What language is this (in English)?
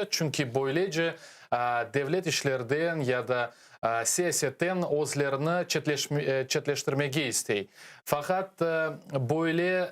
Crimean Tatar